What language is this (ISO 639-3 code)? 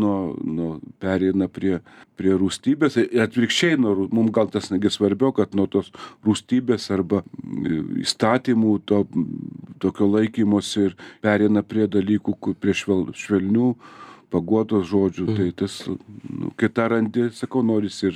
lit